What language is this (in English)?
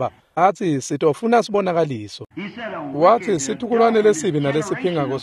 Swati